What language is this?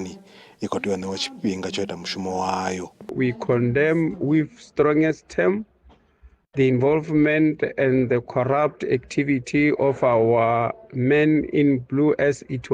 Venda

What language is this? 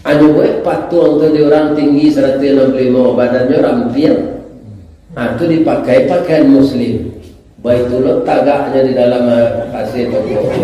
Minangkabau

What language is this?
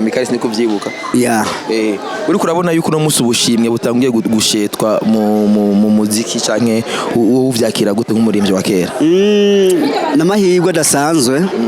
Rundi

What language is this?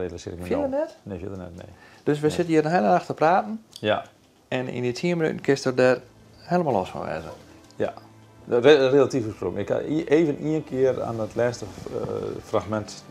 Western Frisian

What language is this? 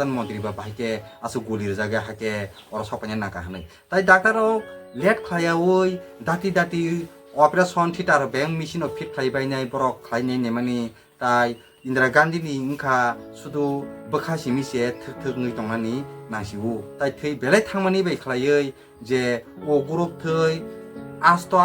Kok Borok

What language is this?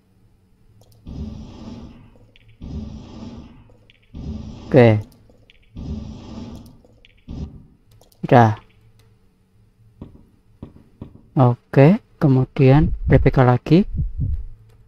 Indonesian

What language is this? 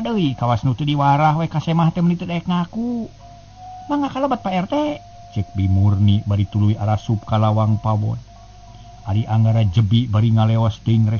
Sundanese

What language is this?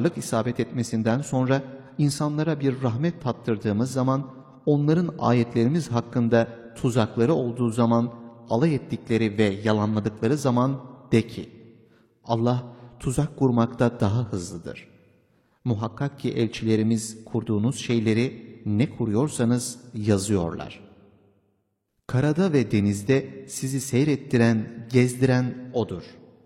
Turkish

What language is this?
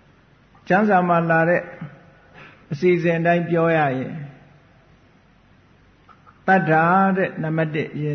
Burmese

